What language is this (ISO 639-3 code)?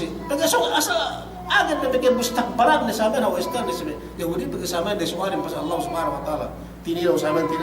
yka